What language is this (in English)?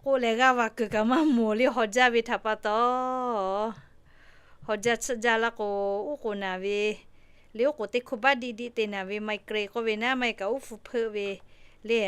Lahu